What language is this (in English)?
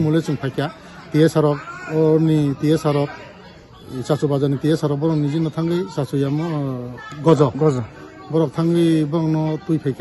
Kok Borok